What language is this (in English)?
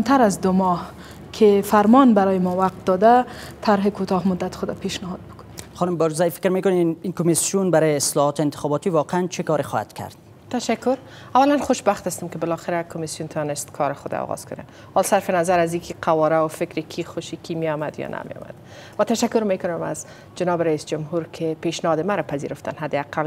Persian